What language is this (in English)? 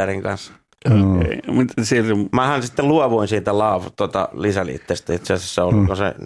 Finnish